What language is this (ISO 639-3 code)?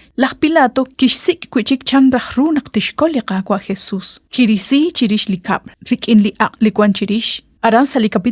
kek